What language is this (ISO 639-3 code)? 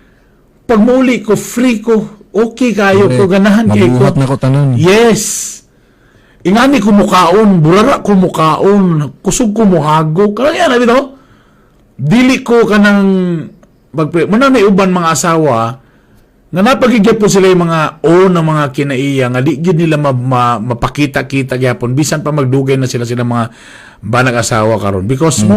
ceb